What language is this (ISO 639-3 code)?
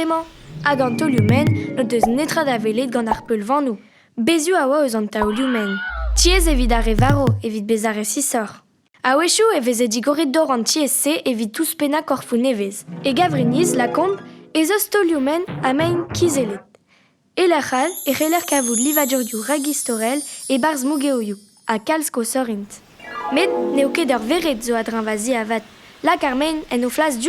bre